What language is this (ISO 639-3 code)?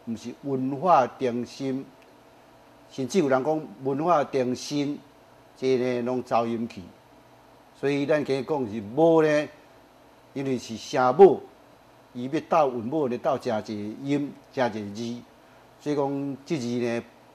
nan